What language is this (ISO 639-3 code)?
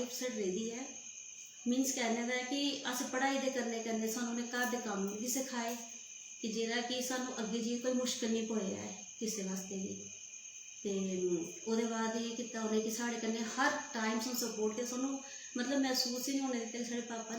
doi